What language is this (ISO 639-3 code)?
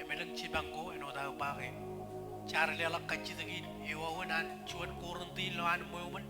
mah